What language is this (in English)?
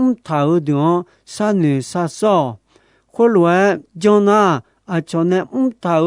Akha